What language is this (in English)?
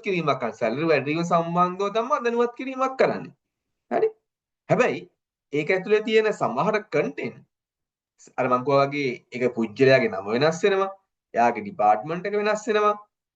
Sinhala